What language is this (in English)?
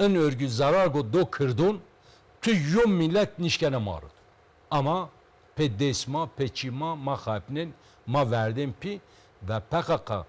Zaza